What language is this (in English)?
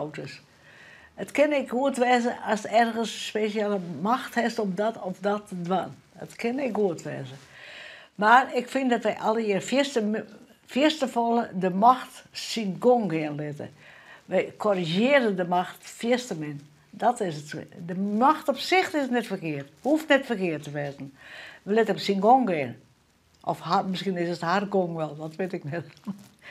Western Frisian